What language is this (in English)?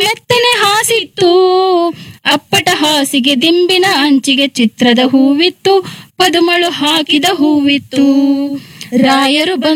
Kannada